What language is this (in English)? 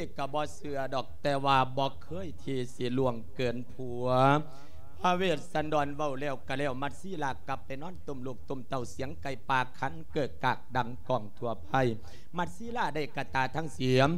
Lao